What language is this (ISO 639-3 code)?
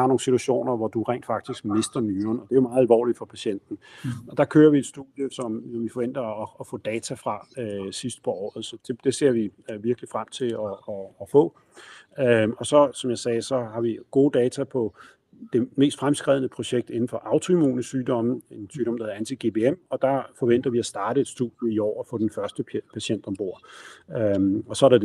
dan